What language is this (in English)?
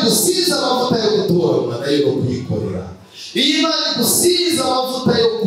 Kinyarwanda